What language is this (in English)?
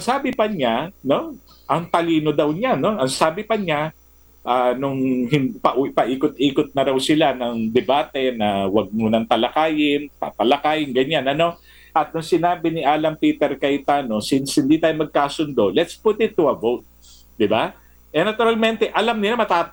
Filipino